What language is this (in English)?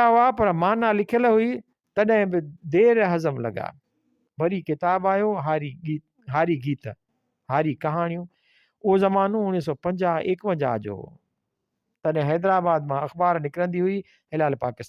Sindhi